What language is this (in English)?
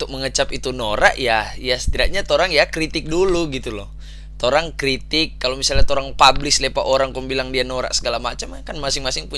Manado Malay